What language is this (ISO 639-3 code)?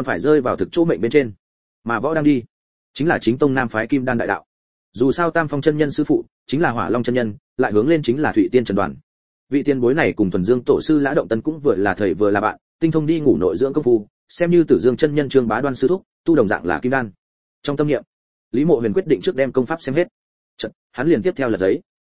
vie